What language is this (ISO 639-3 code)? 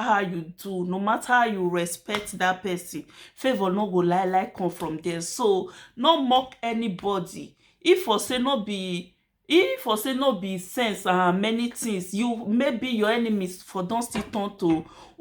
pcm